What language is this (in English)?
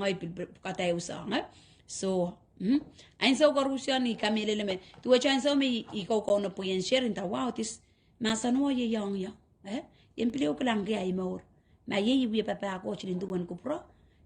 Pohnpeian